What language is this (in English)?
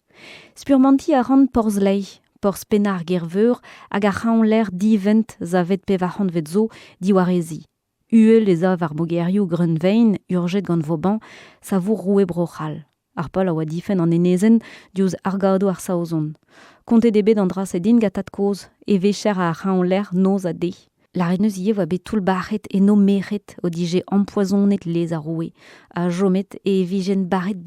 Breton